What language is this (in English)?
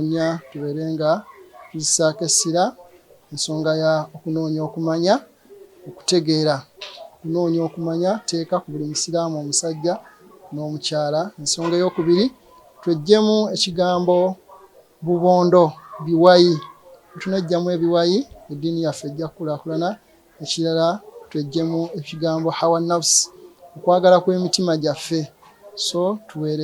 Ganda